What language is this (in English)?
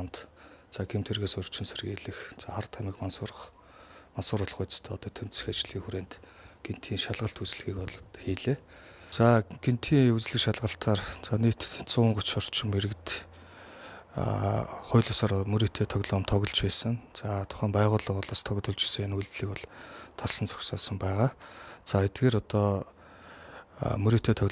Mongolian